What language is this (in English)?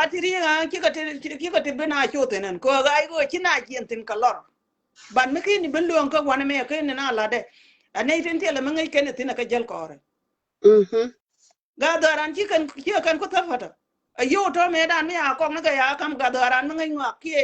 Nuer